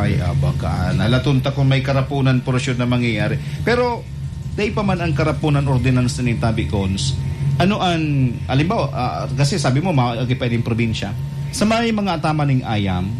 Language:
Bikol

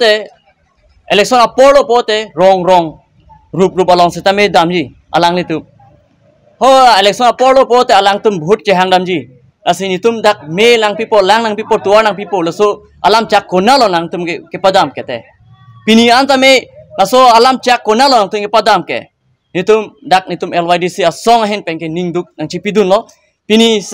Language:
Karbi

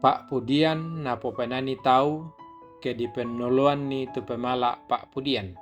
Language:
Toraja-Sa'dan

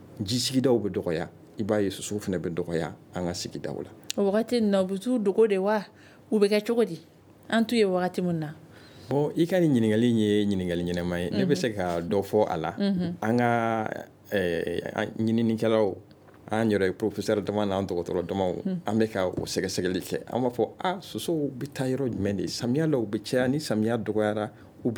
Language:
Bambara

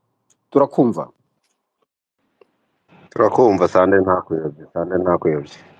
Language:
Kinyarwanda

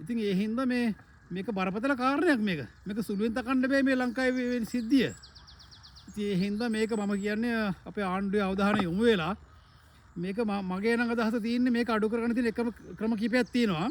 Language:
Sinhala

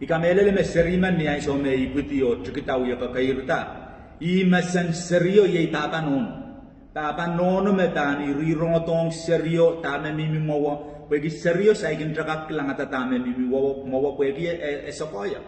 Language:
Pohnpeian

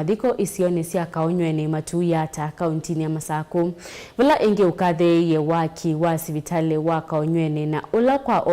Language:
Kamba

